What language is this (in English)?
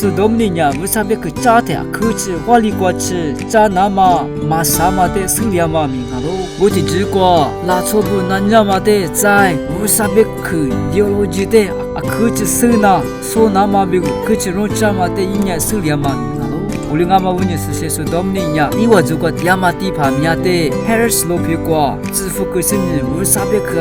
Lisu